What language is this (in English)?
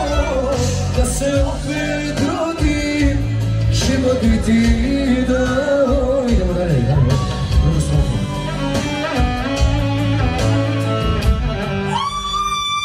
Croatian